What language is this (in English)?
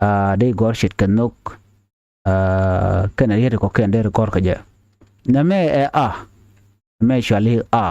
Nuer